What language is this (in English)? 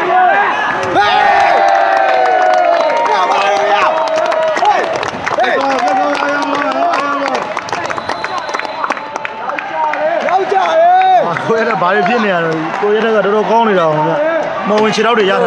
Burmese